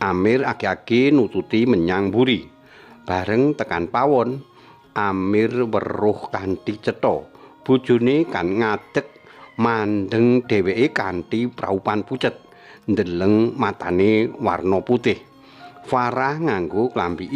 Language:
Javanese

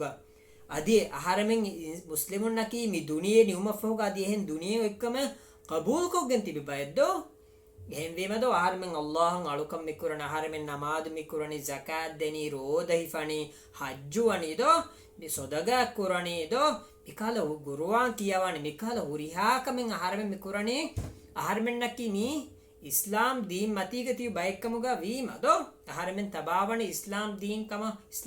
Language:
Divehi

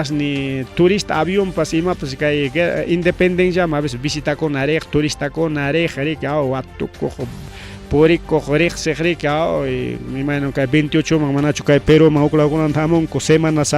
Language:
Ayacucho Quechua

